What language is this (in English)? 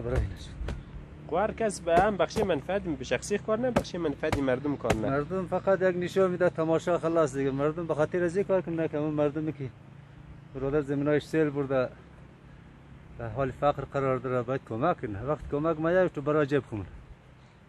Hazaragi